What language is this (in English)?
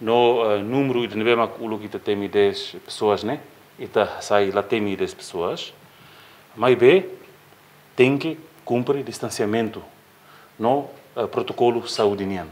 Tetum